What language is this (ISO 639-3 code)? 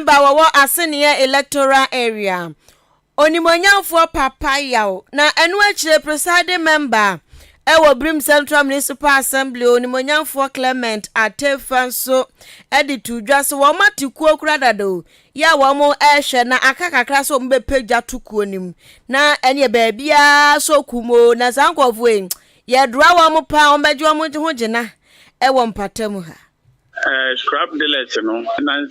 aka